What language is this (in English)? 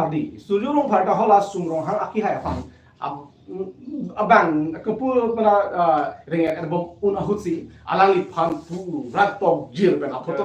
Karbi